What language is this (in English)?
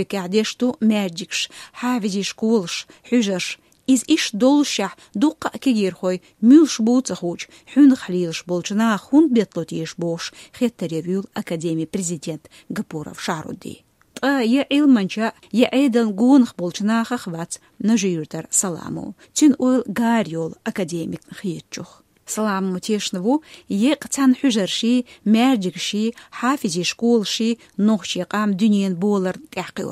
Chechen